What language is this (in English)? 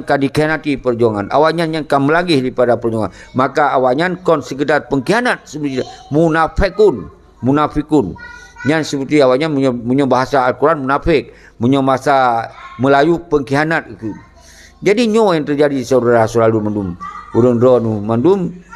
Achinese